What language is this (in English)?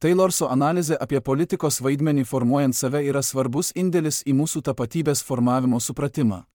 Lithuanian